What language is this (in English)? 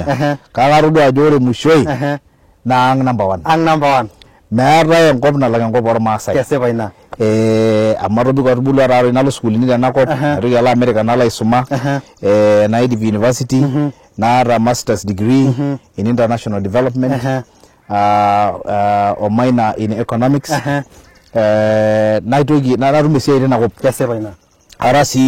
Masai